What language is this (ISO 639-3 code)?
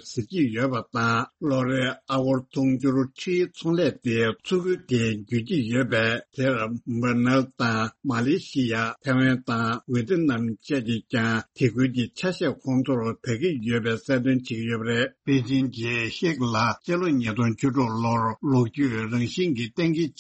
bod